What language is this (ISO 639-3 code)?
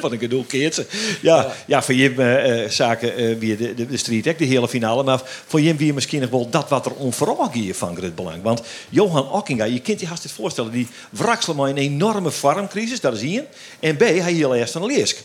fry